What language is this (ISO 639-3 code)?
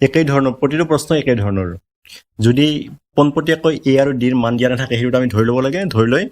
asm